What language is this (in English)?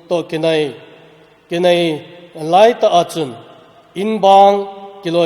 Thado Chin